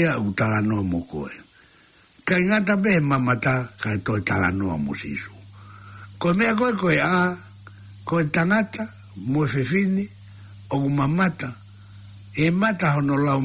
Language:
Tongan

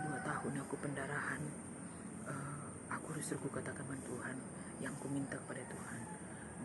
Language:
Batak Karo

